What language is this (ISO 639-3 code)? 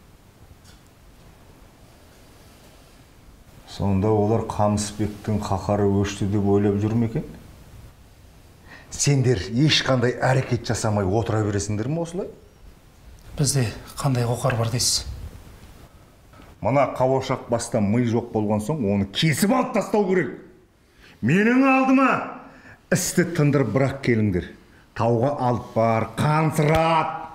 kaz